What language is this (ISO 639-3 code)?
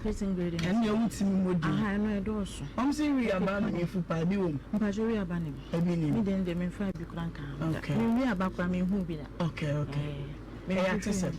aka